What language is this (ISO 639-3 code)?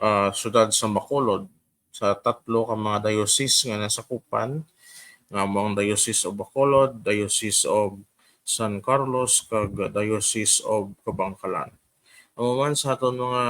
hil